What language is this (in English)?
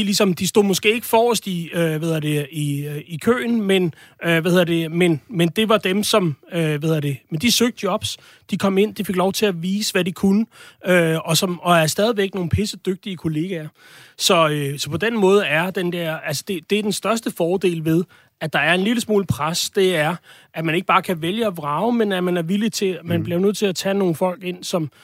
Danish